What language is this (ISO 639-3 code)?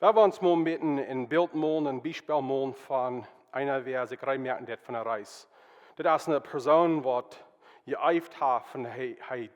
pdt